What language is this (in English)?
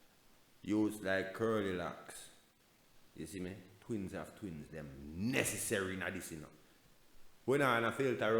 Jamaican Creole English